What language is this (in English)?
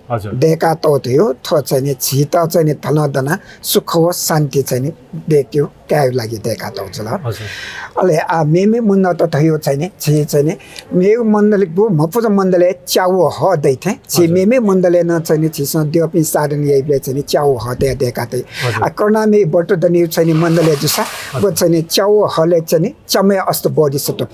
Newari